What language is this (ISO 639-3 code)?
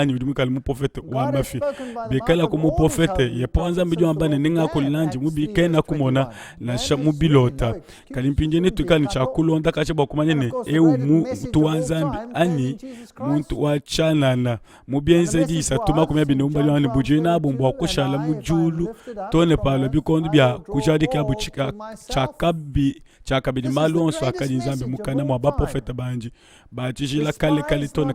lua